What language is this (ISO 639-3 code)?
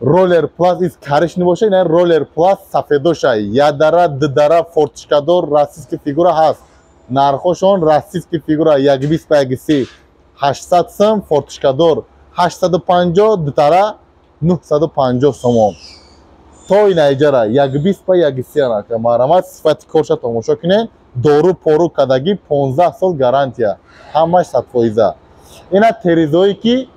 tgk